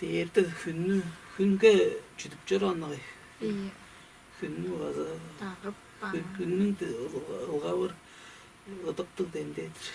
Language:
Tuvinian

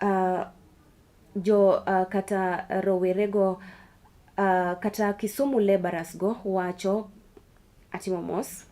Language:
Luo (Kenya and Tanzania)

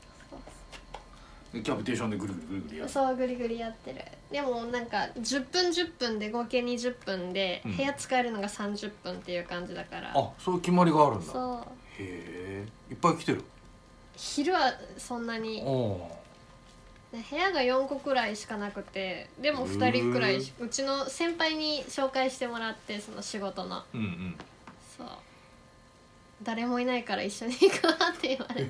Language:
Japanese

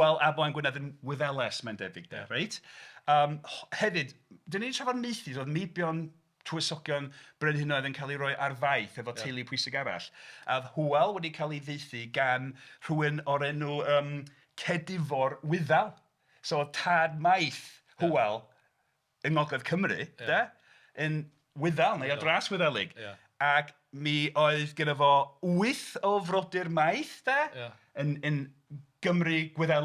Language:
Welsh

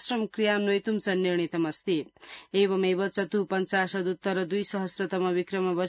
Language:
Sanskrit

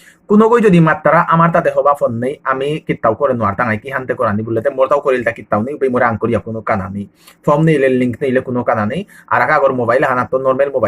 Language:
Bishnupriya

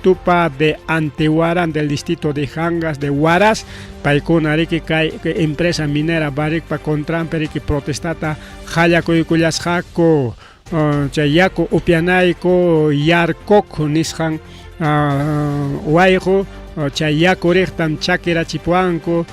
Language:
Ayacucho Quechua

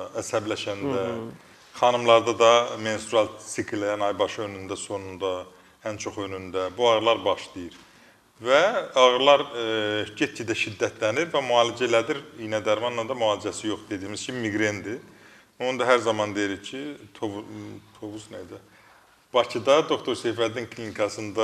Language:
Azerbaijani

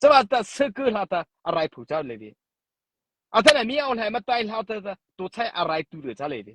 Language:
Mara Chin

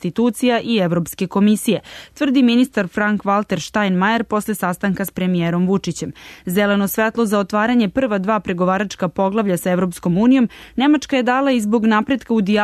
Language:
Serbian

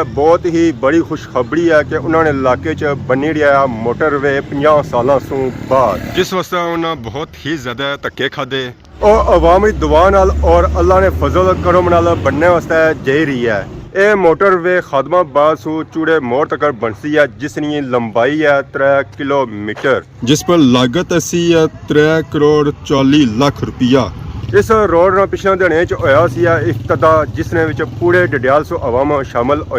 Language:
Pahari-Potwari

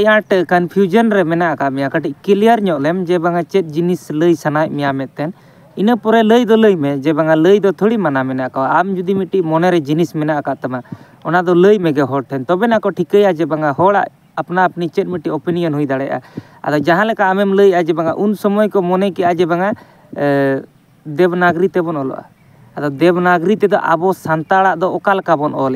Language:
Santali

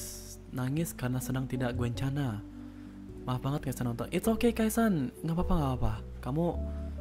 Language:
Indonesian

